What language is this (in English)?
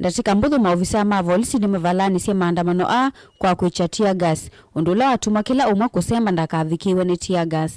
Kamba